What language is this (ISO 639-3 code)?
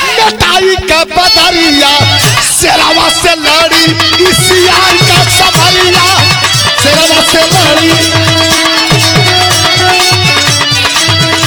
bho